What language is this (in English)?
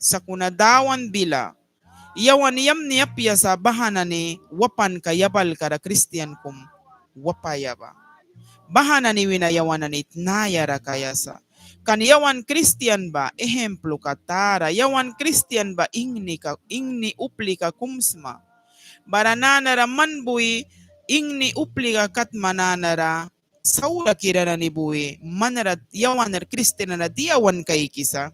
Mískito